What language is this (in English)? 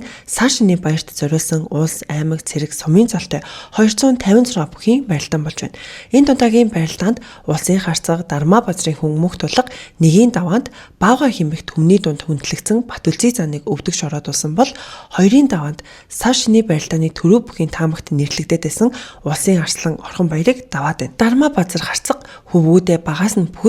Mongolian